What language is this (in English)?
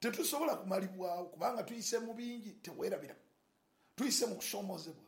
Ganda